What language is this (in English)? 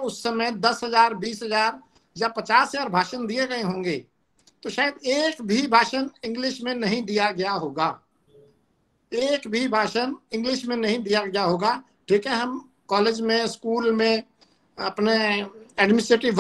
Hindi